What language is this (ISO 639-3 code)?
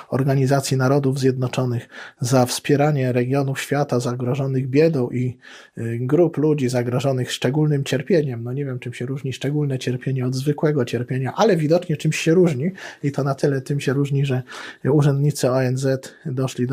pol